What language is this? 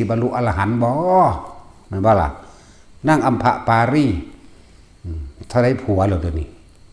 Northeastern Thai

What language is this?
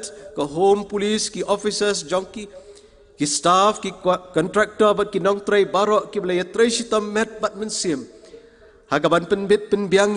Khasi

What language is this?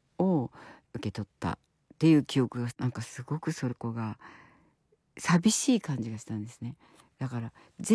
Japanese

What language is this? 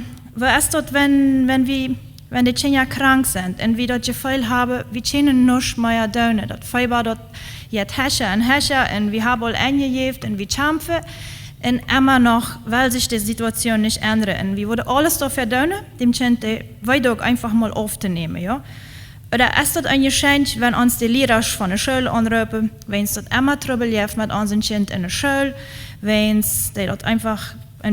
Plautdietsch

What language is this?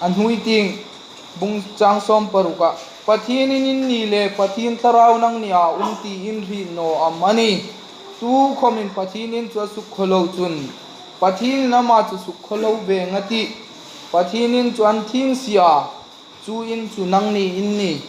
Hmar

